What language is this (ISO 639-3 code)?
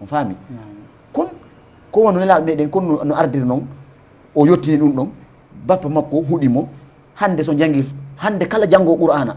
ful